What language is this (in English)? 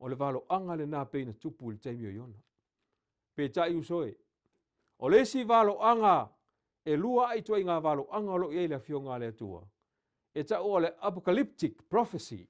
Samoan